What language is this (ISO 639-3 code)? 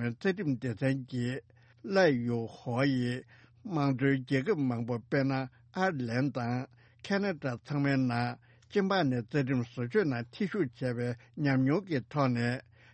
bod